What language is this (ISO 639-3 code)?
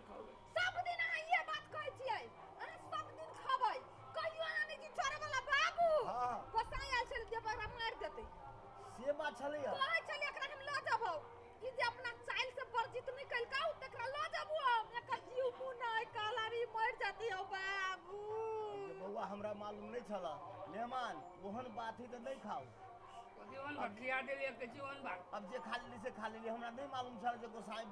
mai